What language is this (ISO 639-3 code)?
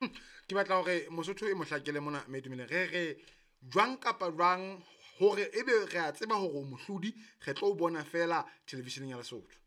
sot